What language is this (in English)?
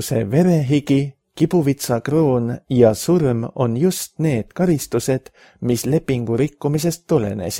Estonian